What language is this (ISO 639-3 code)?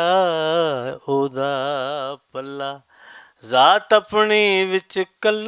lah